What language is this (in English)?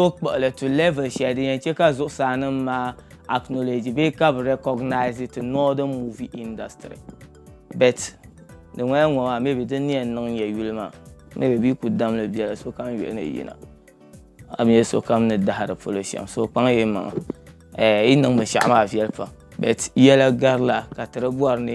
Dagbani